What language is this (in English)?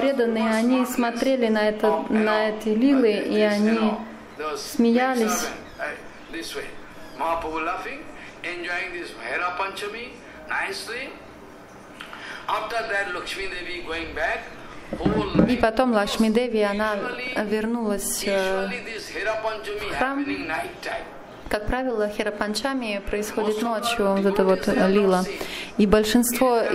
Russian